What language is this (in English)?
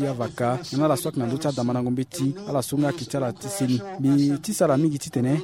Sango